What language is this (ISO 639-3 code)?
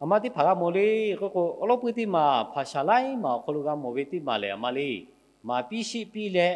lhu